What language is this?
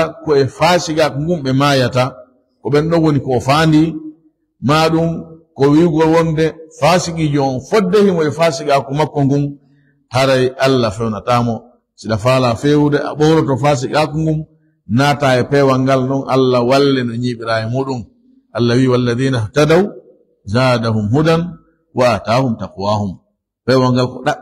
Fula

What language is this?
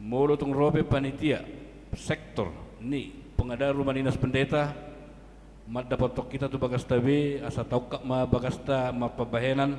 Batak Toba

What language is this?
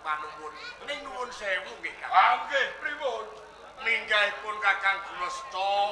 Javanese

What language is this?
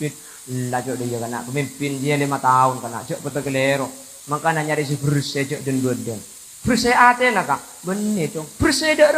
Madurese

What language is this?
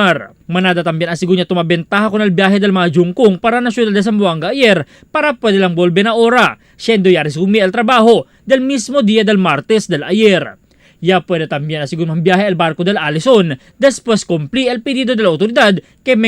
Chavacano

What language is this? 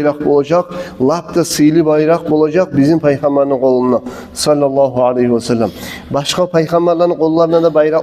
Kumyk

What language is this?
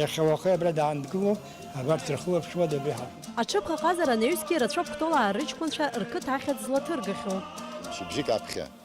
Abkhazian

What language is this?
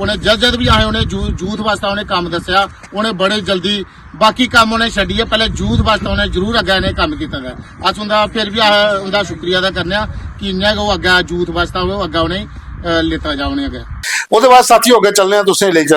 Dogri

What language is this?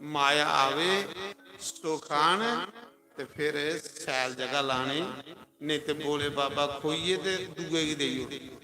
Dogri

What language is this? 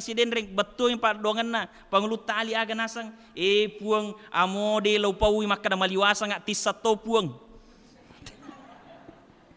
Buginese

